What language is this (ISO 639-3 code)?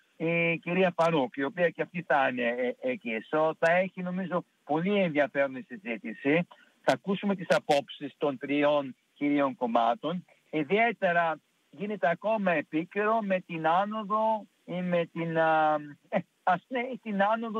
ell